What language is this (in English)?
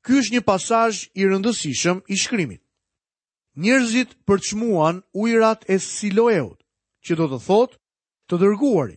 Albanian